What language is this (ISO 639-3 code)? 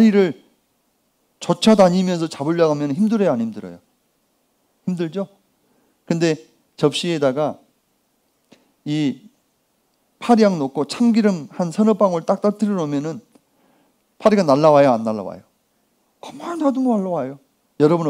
kor